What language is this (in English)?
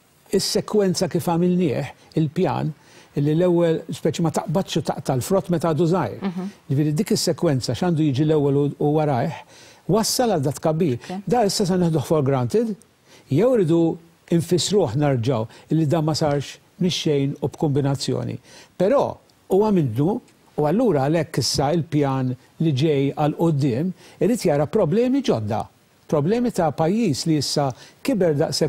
Maltese